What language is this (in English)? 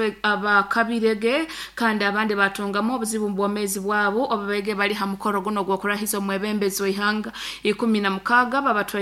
Nyoro